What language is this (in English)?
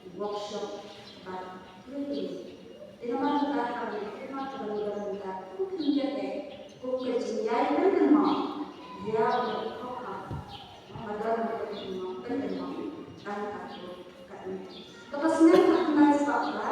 Khasi